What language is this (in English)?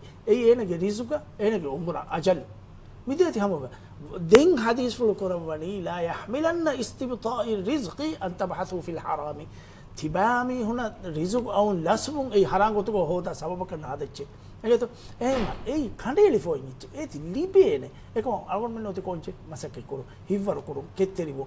Divehi